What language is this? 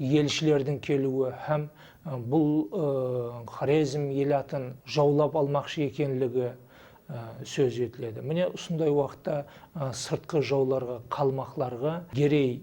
Kara-Kalpak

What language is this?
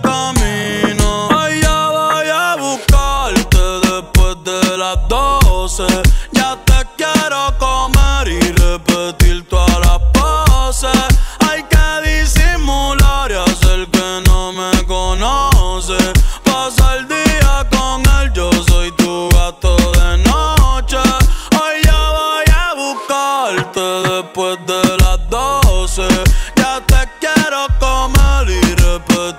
Spanish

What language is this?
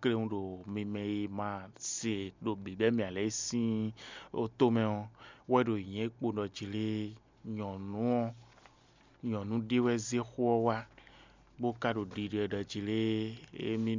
Fon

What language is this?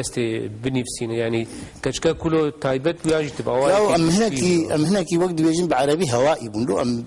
Kurdish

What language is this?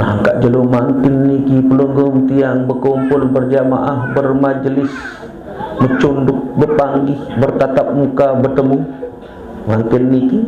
Sasak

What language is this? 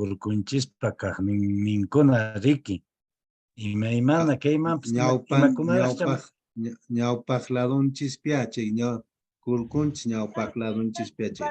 Quechua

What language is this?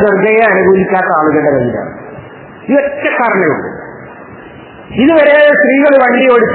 Malayalam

